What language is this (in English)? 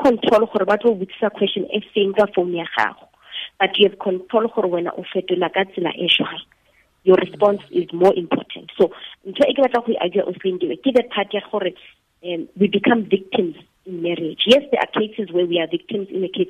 Tswana